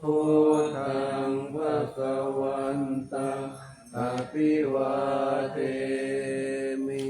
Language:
Pali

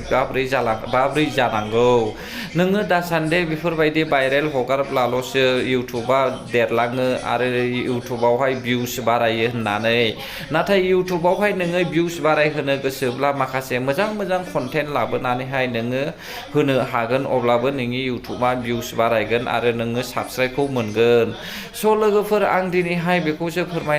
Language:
Bodo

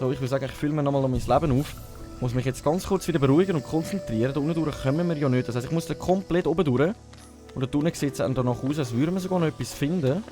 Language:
Swiss German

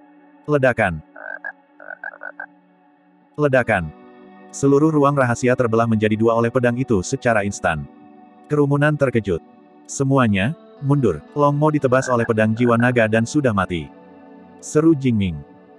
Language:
Indonesian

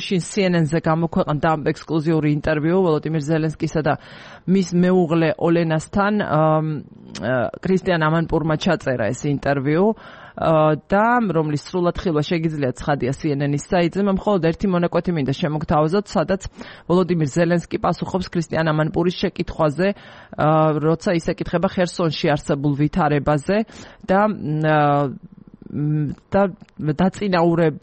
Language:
Georgian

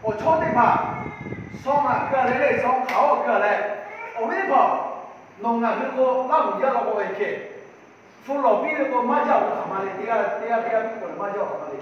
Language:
Lahu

